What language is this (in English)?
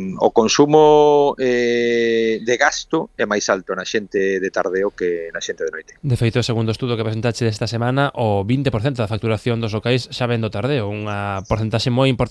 Galician